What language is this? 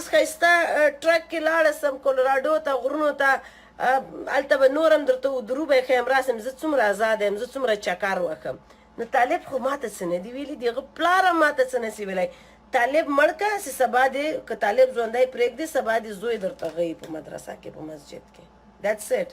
Pashto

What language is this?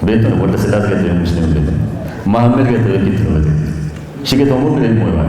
Kafa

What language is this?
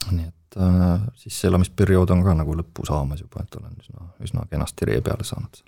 Estonian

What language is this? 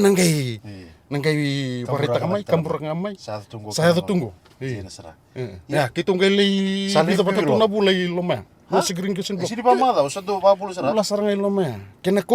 Fijian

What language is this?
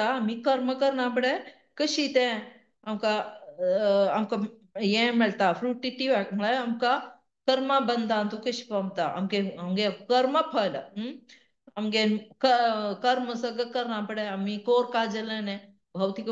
Konkani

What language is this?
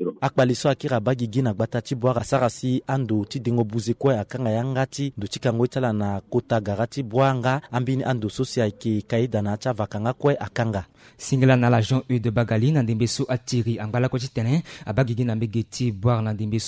Sango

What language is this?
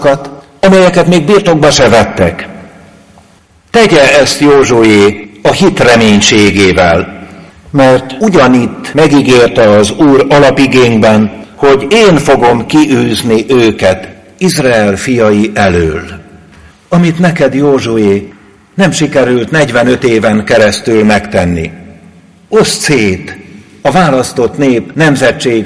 Hungarian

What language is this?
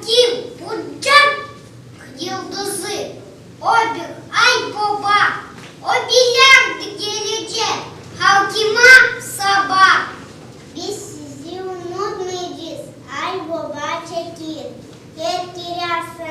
Gagauz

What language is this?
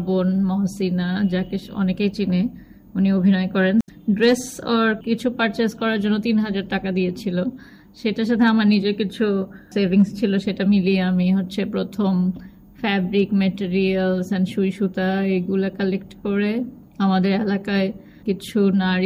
Bangla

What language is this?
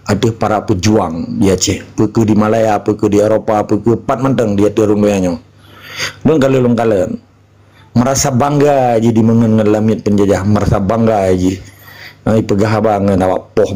Achinese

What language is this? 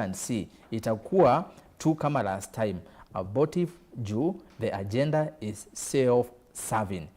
Kamba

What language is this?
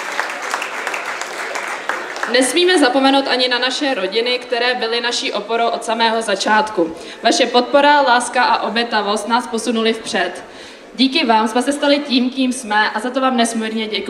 Czech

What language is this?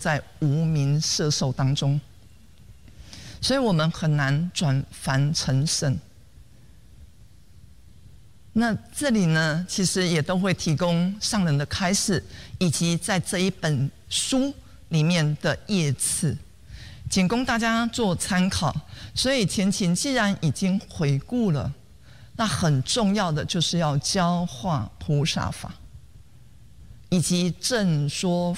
Chinese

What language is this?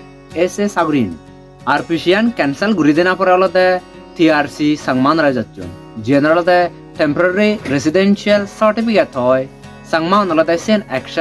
Chakma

